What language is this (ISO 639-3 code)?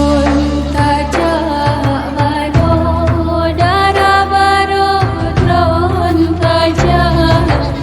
ace